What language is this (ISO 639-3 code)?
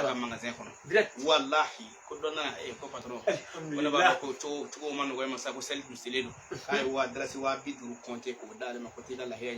bam